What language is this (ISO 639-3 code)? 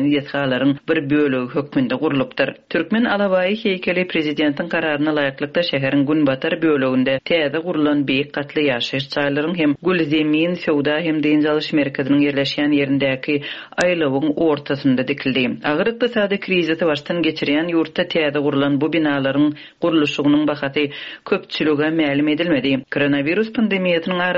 tuk